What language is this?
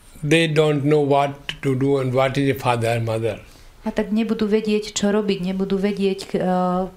Slovak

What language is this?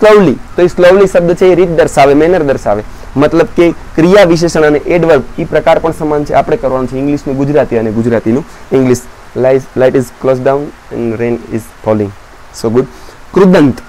Gujarati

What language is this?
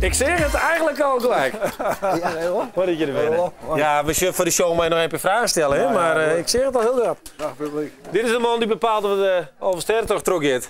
Western Frisian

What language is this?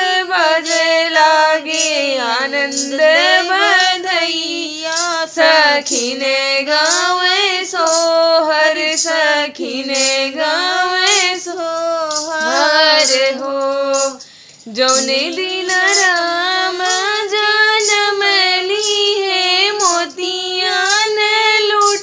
Bhojpuri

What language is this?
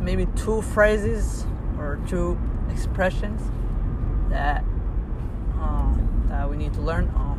English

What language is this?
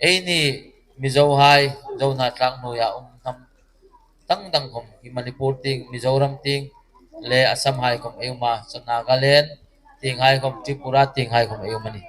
Hmar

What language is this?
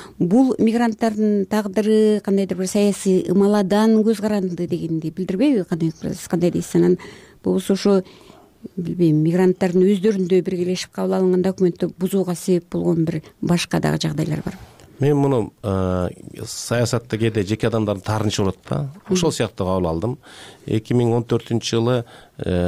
Kyrgyz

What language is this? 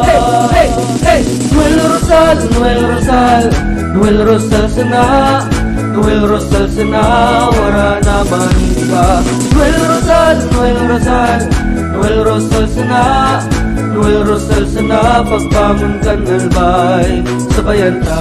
Bikol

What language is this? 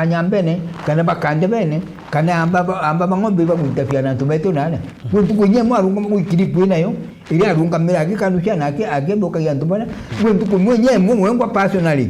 Meru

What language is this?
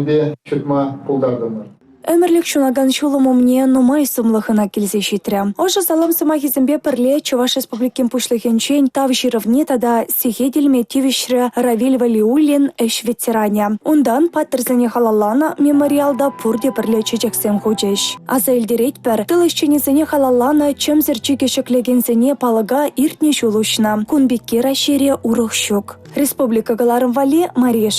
Chuvash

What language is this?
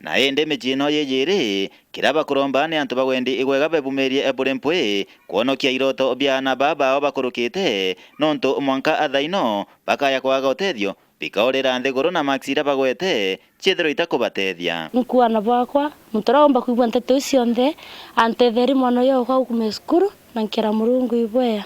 Meru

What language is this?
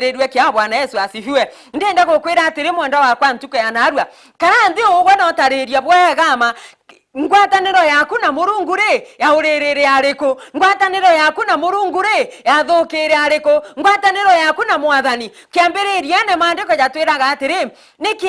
Meru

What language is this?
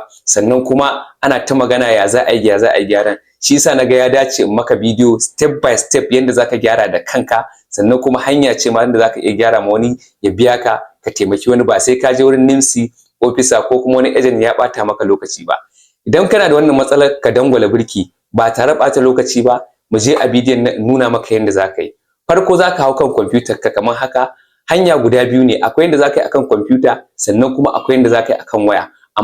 Hausa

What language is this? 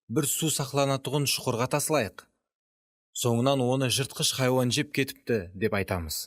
Kara-Kalpak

